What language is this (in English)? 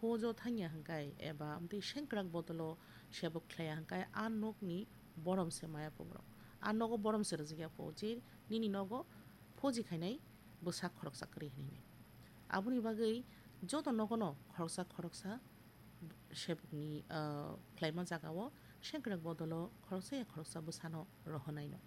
Kok Borok